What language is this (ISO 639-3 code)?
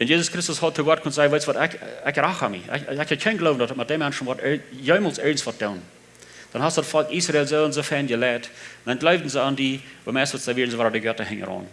pdt